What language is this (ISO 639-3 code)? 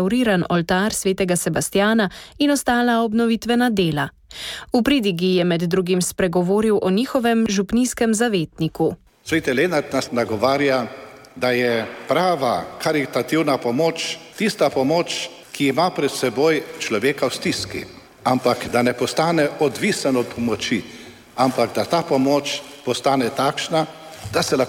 slv